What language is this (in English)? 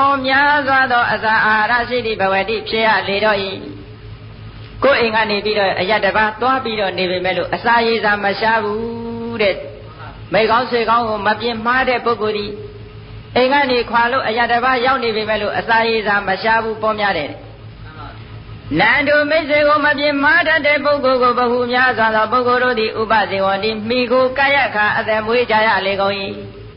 Burmese